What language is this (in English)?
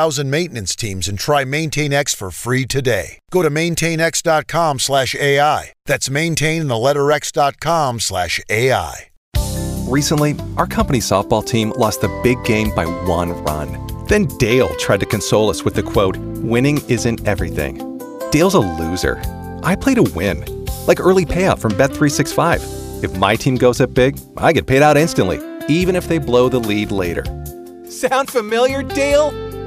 English